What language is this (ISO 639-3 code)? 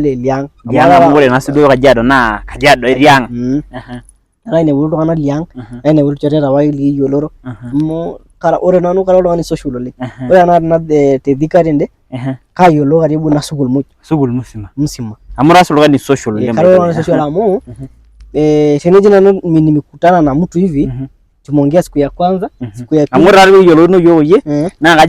mas